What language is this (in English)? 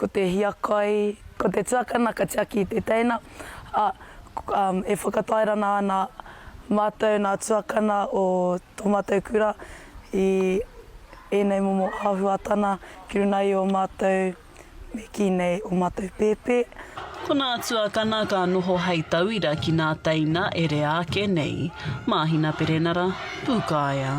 Māori